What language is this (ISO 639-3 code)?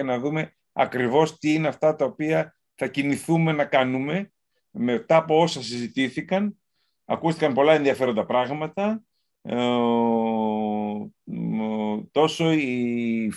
ell